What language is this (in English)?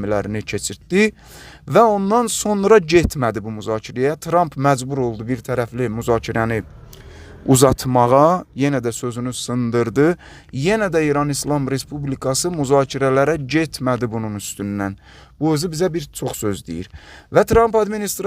Azerbaijani